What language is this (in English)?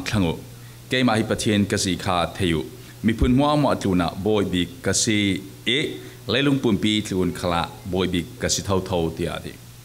Falam Chin